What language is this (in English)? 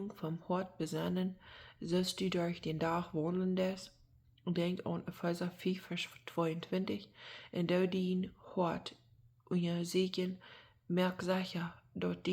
Plautdietsch